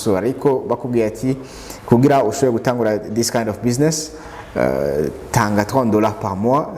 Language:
Rundi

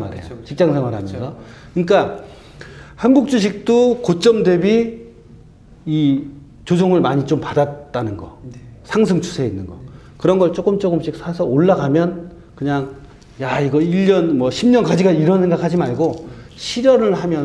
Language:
Korean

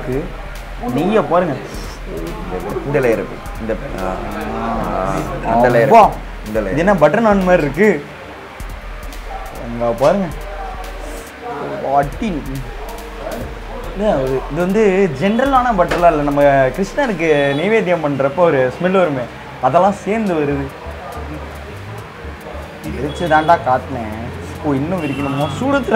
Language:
Tamil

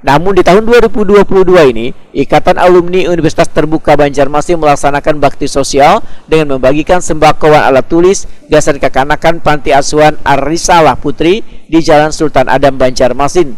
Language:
Banjar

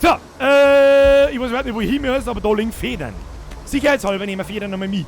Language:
Bavarian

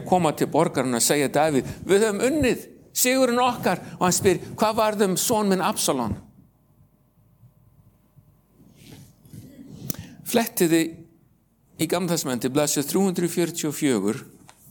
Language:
Icelandic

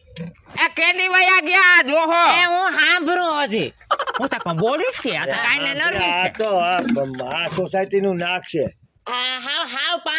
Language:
Gujarati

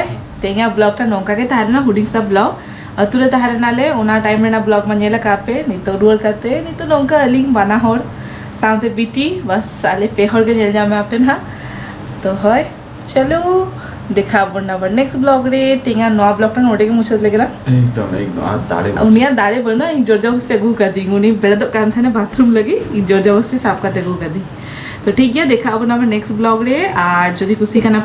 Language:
Santali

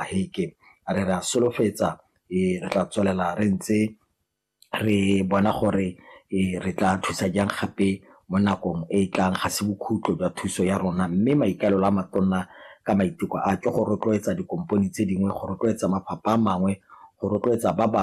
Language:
Tswana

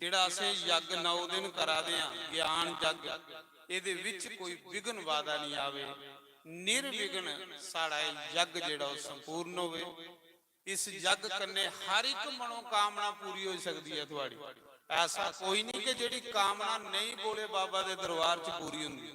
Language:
Dogri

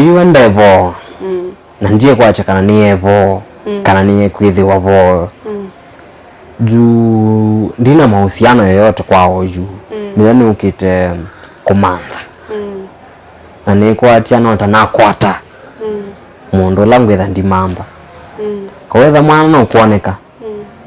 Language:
Kamba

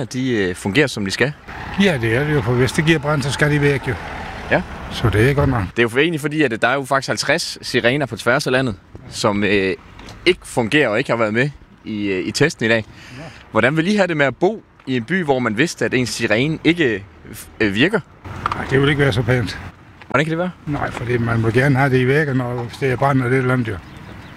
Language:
Danish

